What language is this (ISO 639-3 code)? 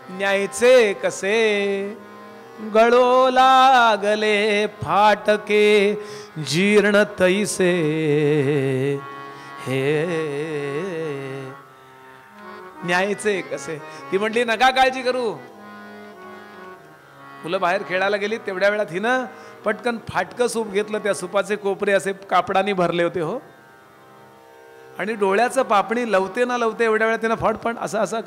mar